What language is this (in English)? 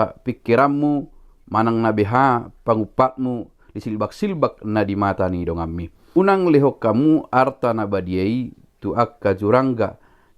Batak Toba